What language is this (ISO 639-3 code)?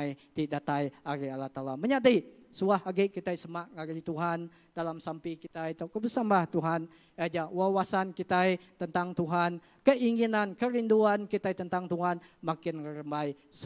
iba